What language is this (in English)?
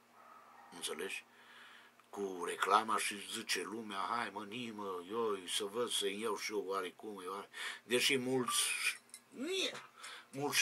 Romanian